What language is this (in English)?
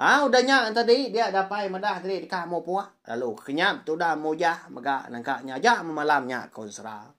Iban